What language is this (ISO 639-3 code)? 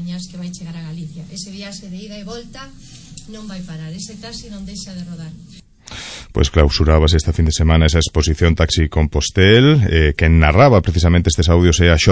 glg